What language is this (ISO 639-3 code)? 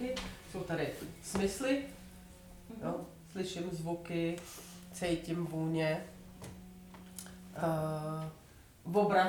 ces